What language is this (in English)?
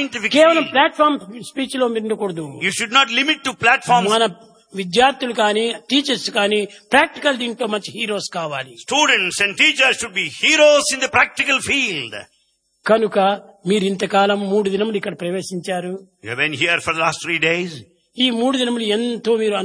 Telugu